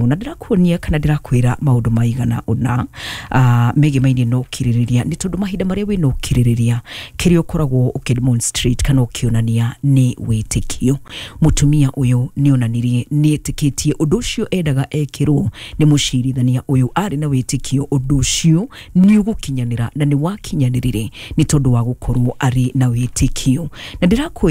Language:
Kikuyu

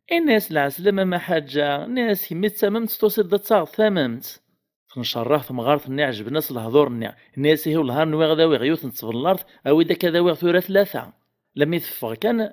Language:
Kabyle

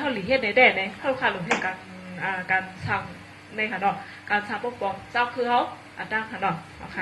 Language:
Shan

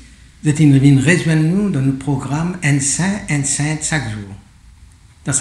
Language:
Morisyen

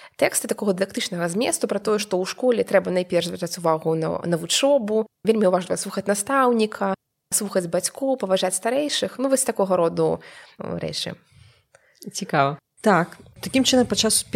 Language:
Belarusian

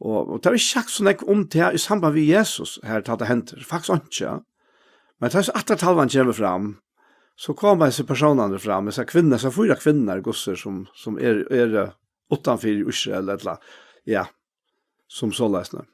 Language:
Faroese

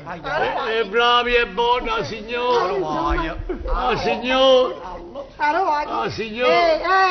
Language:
Neapolitan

